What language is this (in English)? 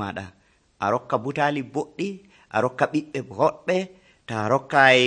Nigerian Fulfulde